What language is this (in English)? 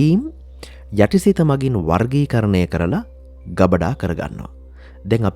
Sinhala